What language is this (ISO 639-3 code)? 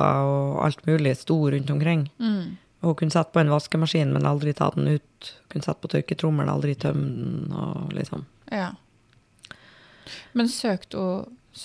nor